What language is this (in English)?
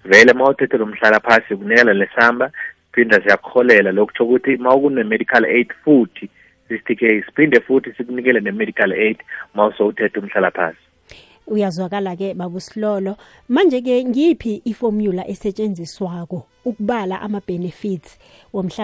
South Ndebele